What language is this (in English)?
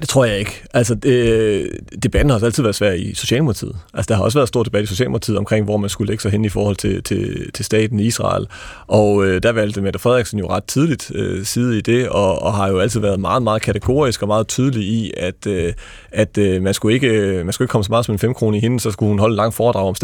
Danish